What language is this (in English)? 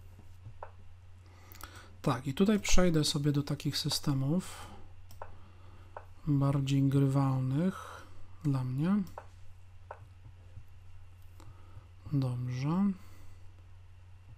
Polish